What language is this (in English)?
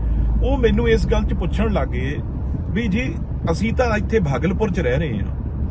Punjabi